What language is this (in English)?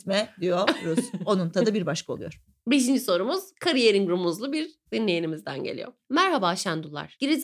Turkish